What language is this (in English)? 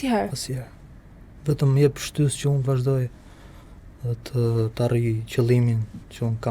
Albanian